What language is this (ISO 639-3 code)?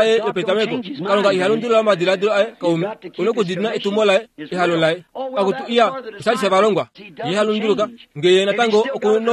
kua